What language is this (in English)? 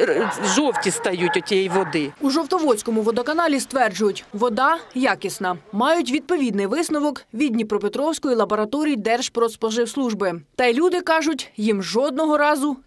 Ukrainian